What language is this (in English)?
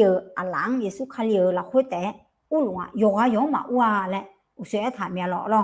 Akha